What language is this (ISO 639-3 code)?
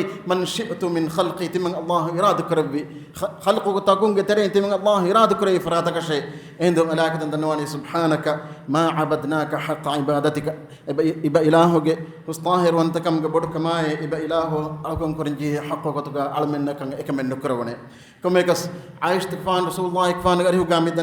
div